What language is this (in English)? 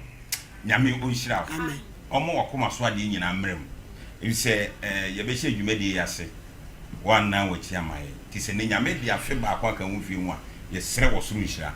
Akan